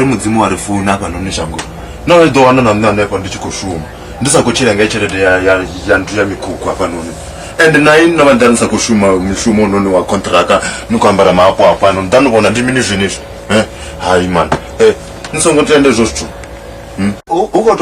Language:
Venda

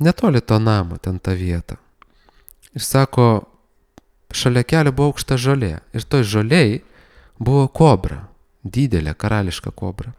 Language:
Lithuanian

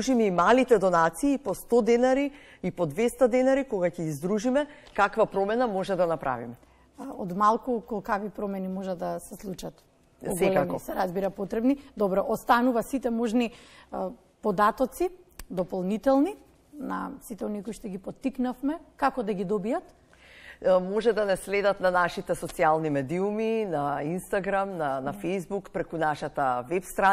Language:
Macedonian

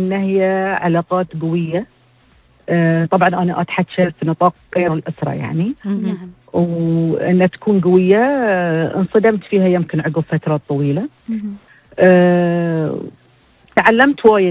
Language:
Gulf Arabic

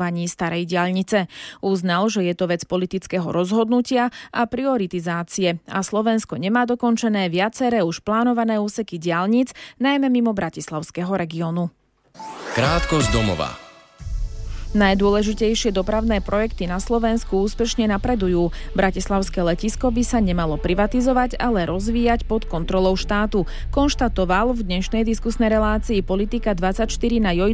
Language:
Slovak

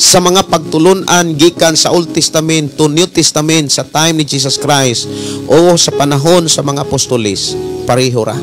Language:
Cebuano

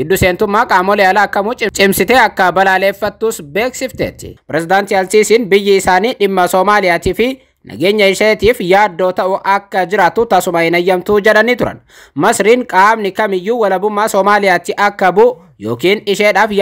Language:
Oromo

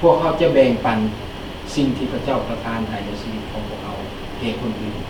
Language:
Lao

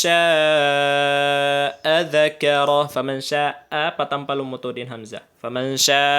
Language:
Tausug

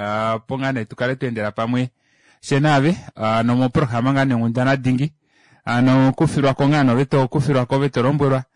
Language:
Kuanyama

